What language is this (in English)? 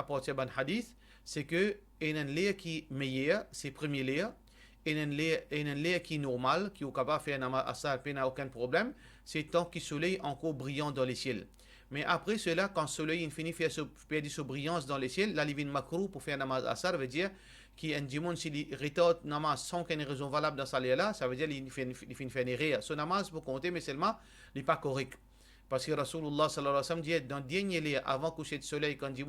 Morisyen